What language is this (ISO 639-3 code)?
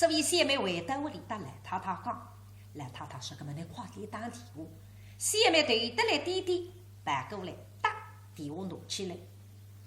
wuu